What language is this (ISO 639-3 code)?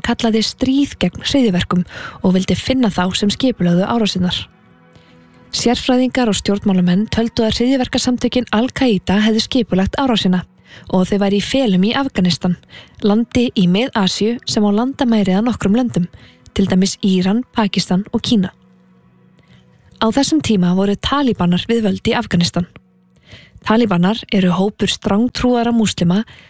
isl